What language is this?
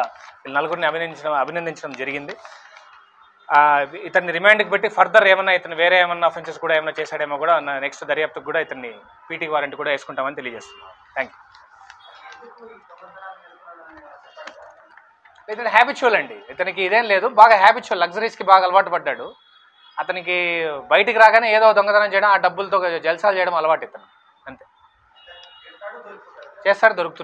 Telugu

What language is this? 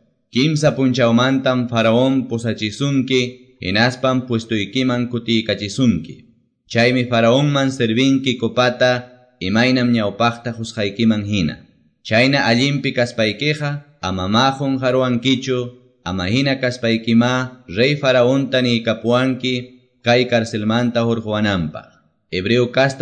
Quechua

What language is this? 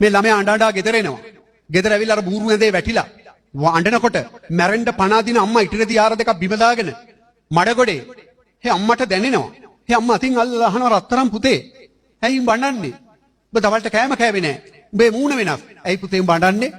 Sinhala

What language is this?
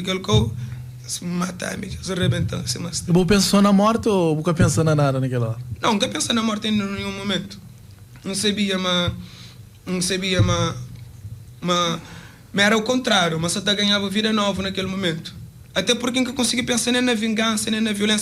Kabuverdianu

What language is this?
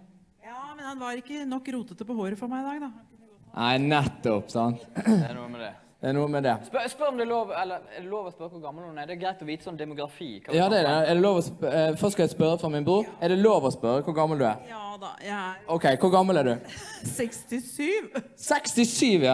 Norwegian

